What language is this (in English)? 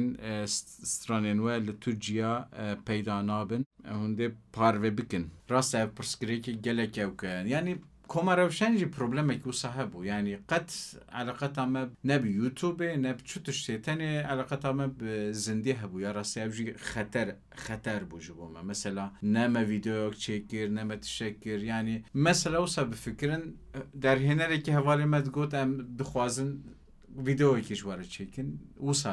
Kurdish